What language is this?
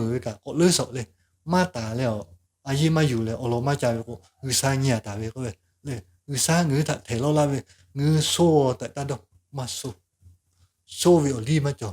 Lahu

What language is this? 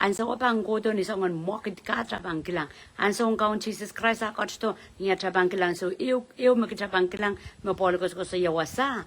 Pohnpeian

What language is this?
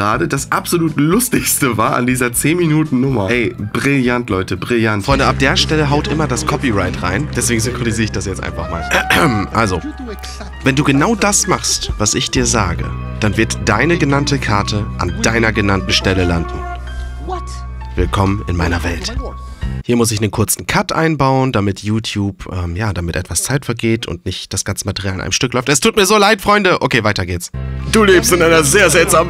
German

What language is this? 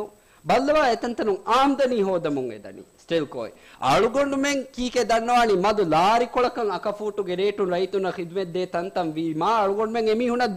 Divehi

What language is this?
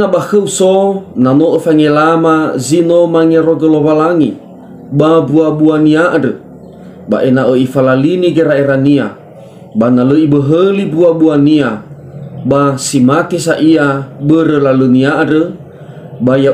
Nias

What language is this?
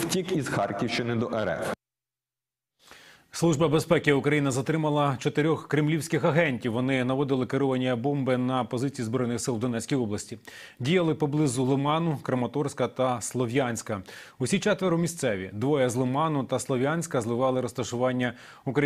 Ukrainian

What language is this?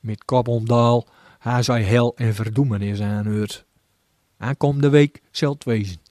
Gronings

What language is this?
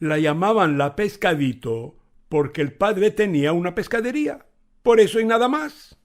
Ladino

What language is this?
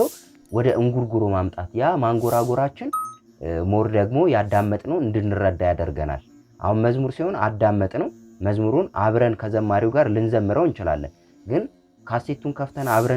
Amharic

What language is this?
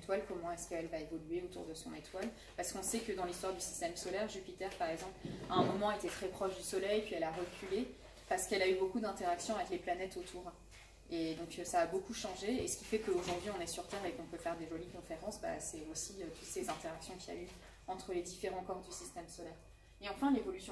French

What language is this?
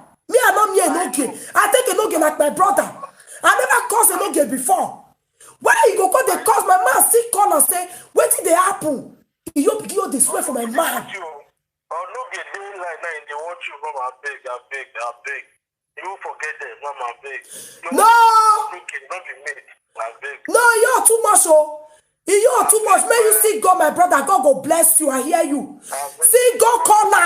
Nigerian Pidgin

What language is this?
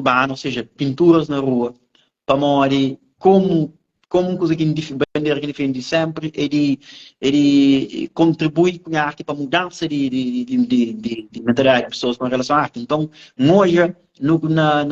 Kabuverdianu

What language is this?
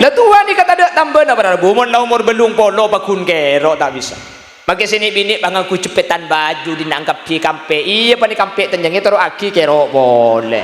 Madurese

